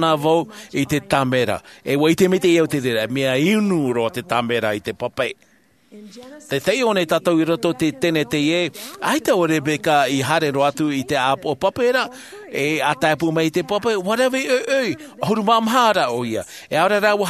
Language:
Tahitian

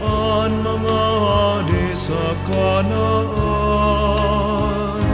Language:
Bikol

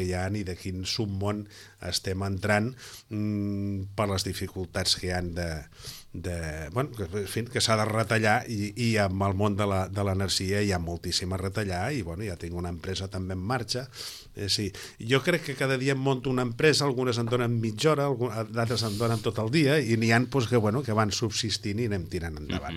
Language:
Catalan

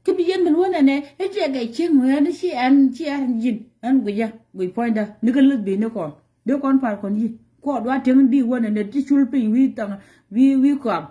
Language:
Nuer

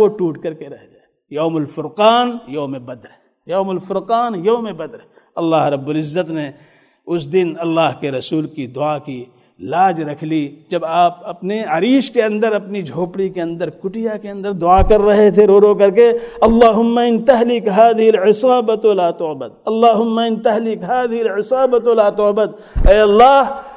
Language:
Urdu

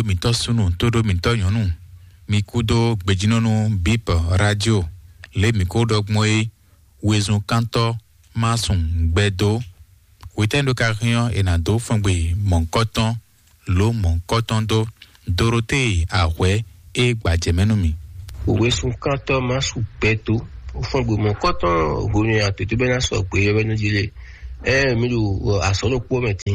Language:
Fon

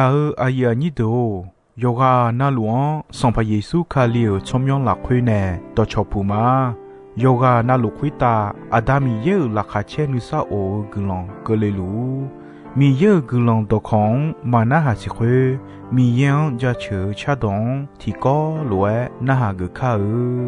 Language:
Akha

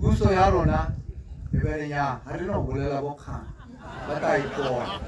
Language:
Tswana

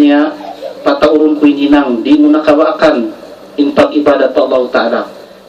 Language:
Tausug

